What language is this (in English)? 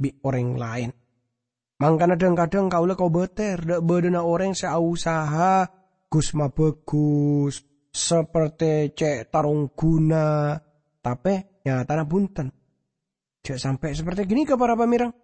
Madurese